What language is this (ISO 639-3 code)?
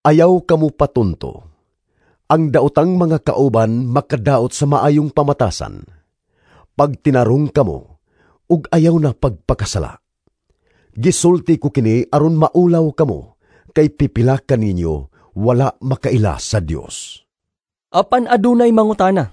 ceb